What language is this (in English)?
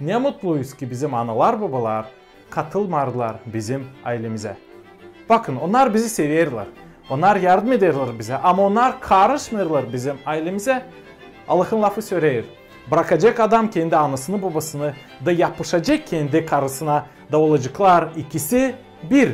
Gagauz